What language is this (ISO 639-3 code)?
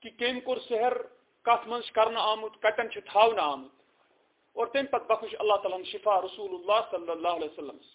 kas